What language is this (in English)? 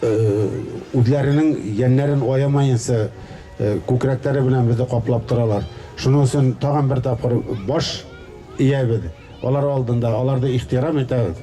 Bashkir